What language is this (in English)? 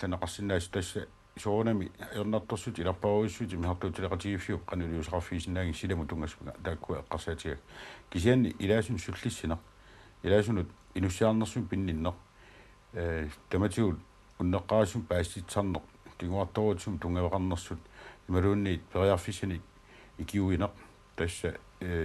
Kalaallisut